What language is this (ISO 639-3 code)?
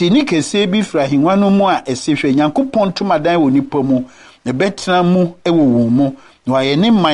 aka